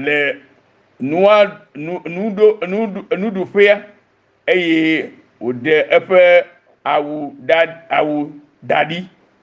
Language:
Ewe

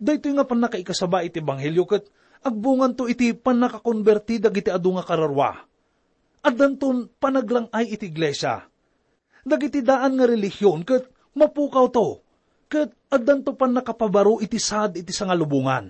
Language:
Iloko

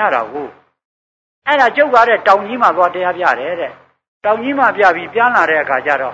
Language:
Burmese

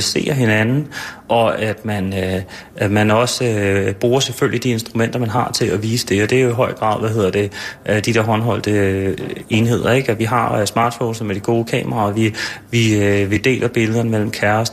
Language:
Danish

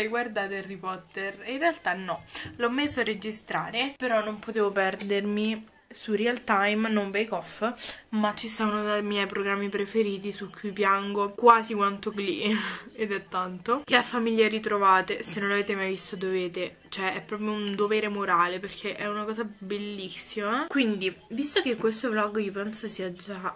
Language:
Italian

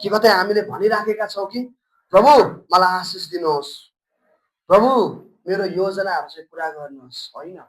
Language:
Nepali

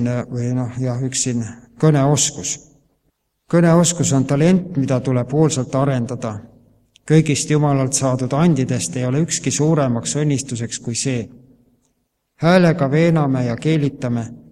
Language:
Estonian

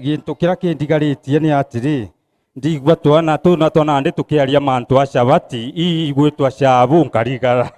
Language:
Meru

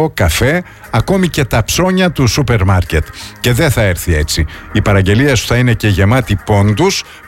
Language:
Greek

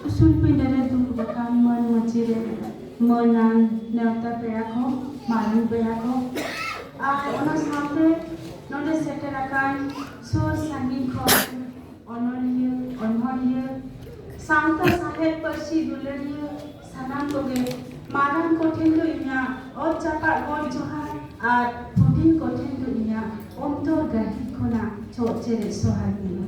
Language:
Santali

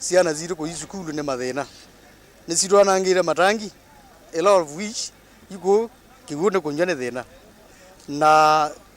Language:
Kamba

